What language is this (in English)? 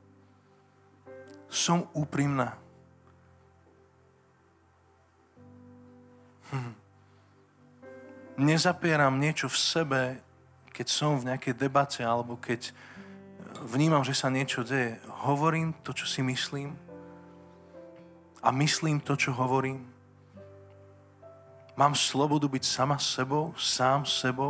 Slovak